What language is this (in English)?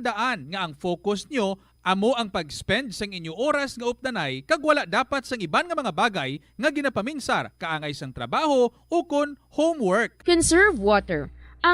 Hiligaynon